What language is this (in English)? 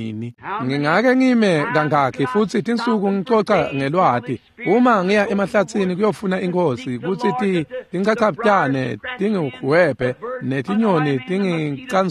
Swati